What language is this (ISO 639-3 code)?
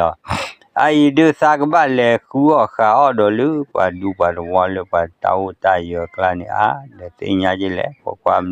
ksw